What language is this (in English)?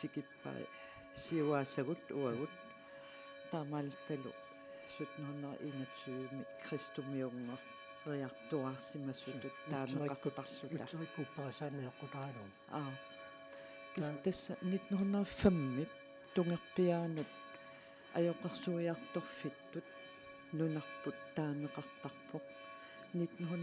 Kalaallisut